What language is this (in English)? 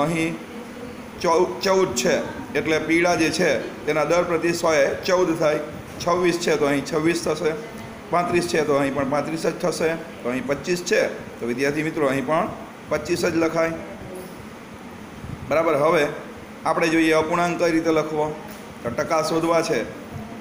Gujarati